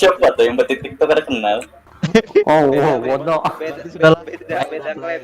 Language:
Banjar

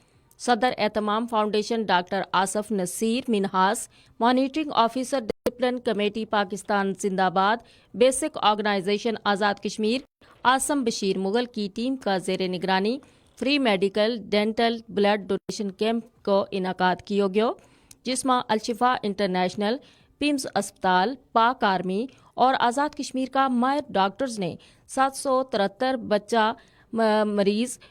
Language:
Gujari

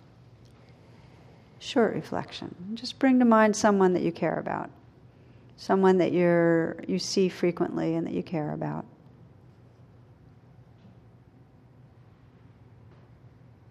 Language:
English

